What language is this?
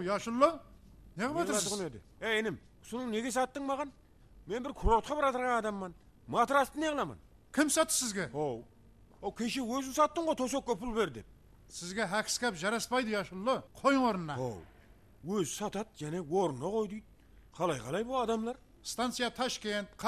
Kara-Kalpak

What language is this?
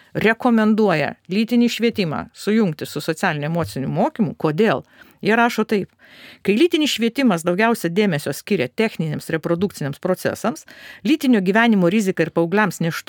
Lithuanian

